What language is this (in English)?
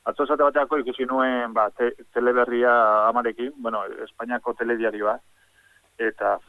Basque